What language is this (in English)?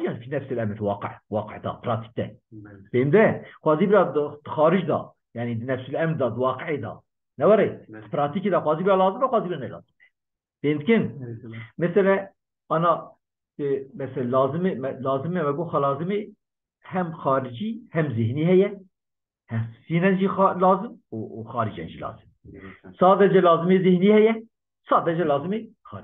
Kurdish